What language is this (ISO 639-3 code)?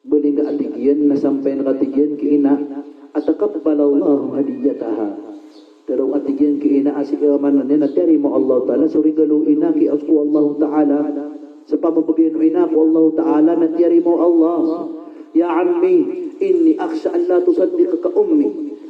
mrw